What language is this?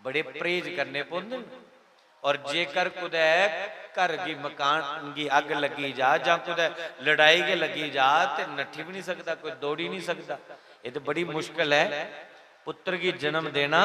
Dogri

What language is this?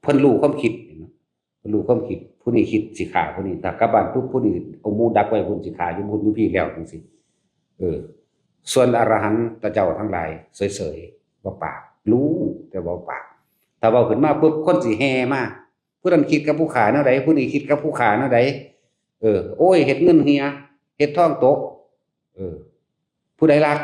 Northeastern Thai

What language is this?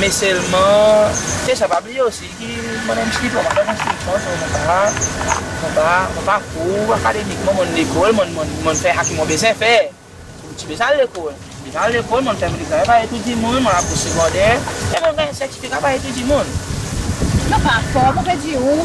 Seselwa Creole French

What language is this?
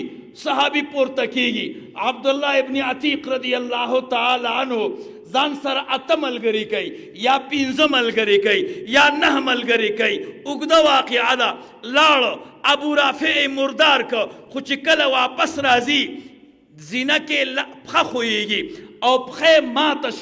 Pashto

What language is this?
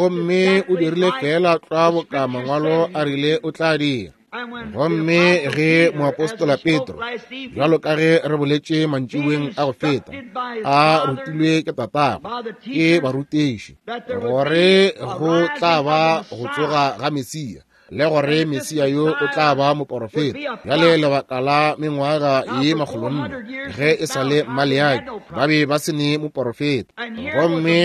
Northern Sotho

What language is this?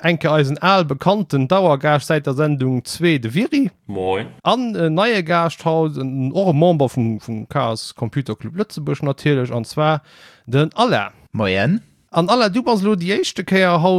Luxembourgish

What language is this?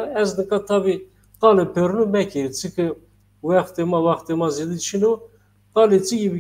Zaza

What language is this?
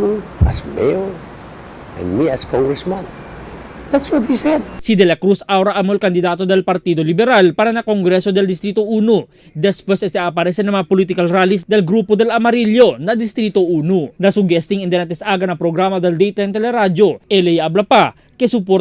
Chavacano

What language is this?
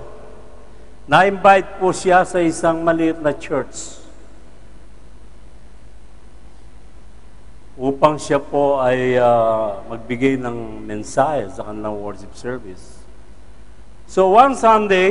Filipino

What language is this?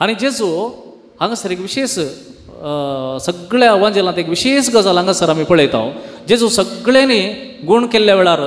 Konkani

